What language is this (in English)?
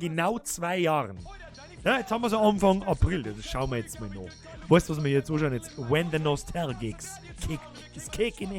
Bavarian